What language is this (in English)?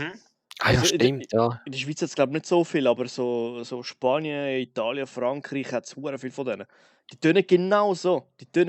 Swiss German